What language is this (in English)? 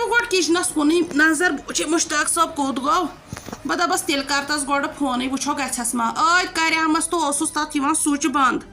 Kashmiri